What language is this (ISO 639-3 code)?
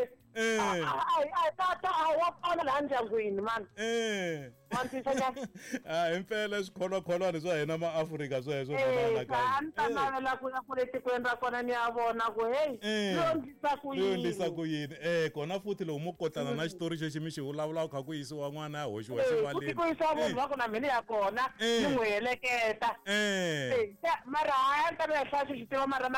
tso